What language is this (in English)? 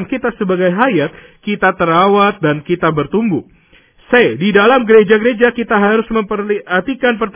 Indonesian